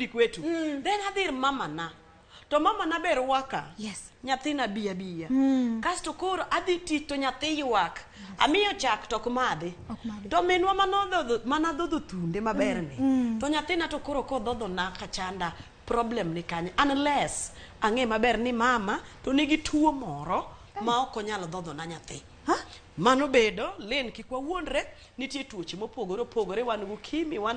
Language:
Luo (Kenya and Tanzania)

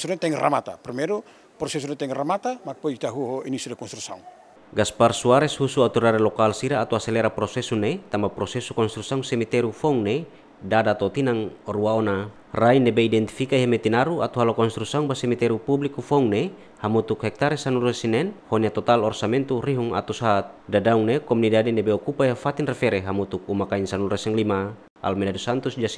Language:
Tetum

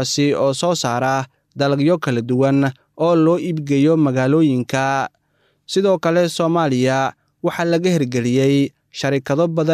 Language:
Somali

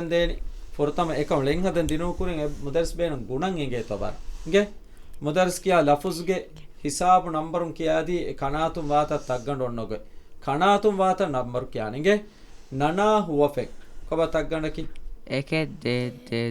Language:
Divehi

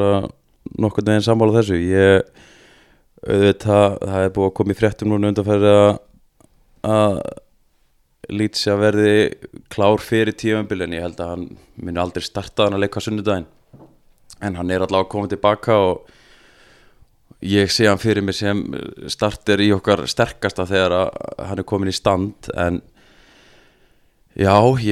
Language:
Icelandic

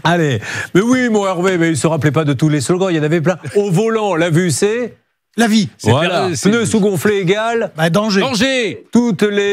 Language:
French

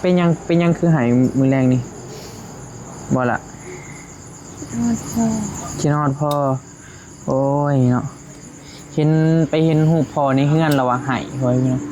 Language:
Northeastern Thai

